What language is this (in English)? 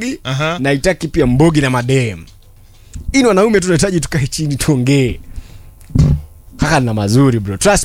Swahili